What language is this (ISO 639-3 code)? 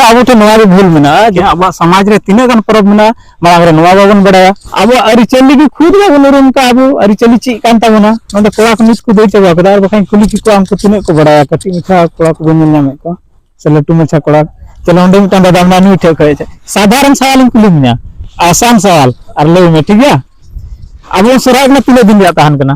sat